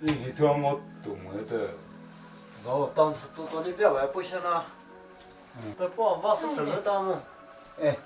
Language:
Poumei Naga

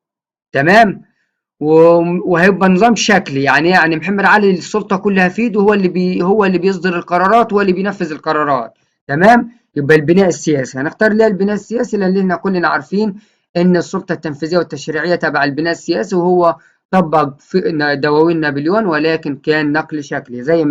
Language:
Egyptian Arabic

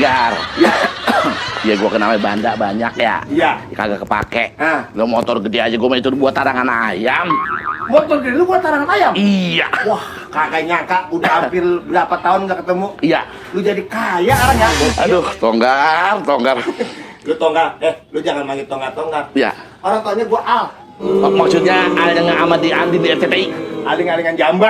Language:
Betawi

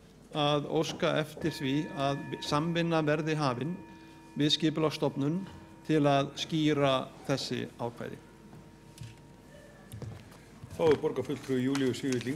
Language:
Icelandic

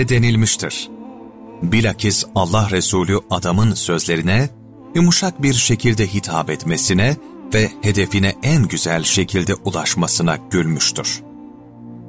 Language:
Turkish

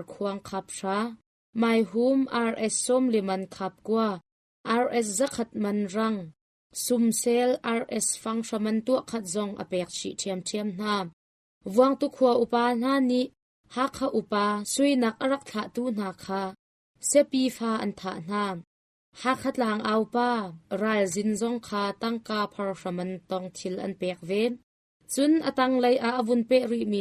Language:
Hakha Chin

